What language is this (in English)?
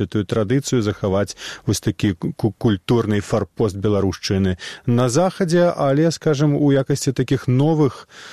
Belarusian